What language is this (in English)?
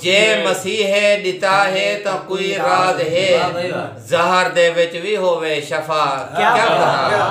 Saraiki